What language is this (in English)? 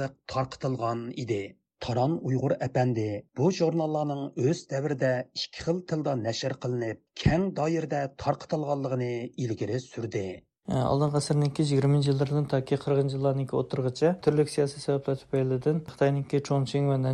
Uyghur